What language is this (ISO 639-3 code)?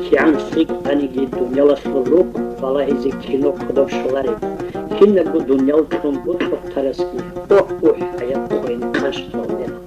ava